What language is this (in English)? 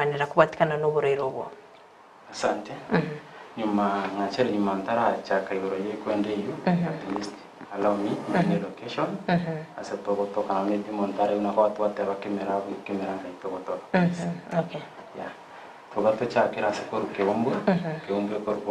Gusii